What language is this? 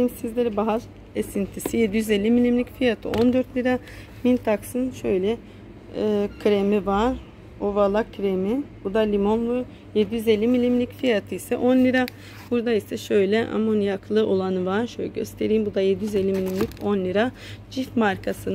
Turkish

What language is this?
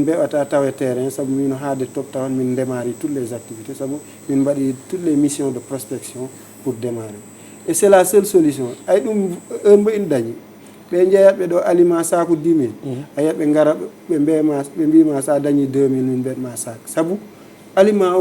Fula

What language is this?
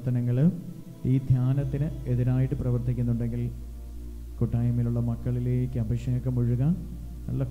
Malayalam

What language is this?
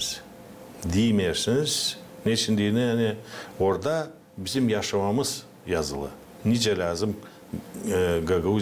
Gagauz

